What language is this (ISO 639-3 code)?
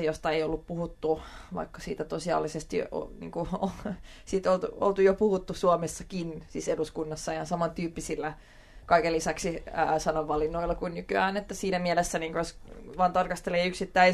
fin